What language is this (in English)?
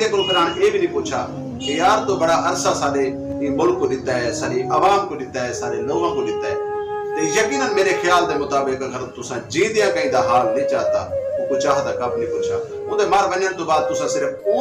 Saraiki